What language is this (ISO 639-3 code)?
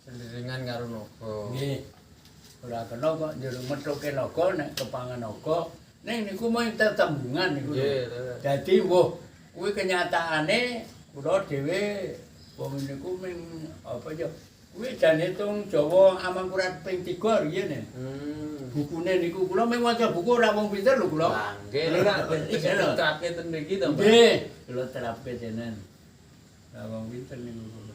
jav